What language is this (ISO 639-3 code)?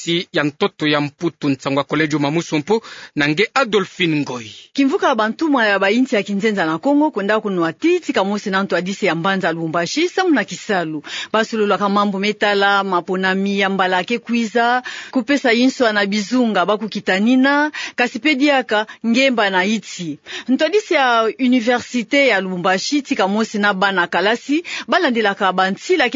ktu